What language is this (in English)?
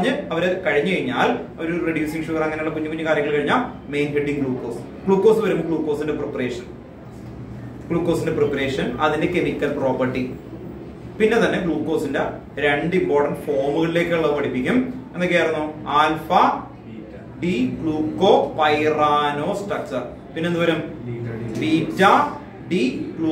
Malayalam